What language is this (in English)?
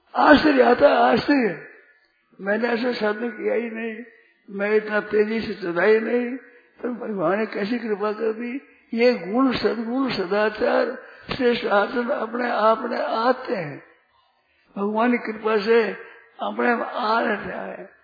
Hindi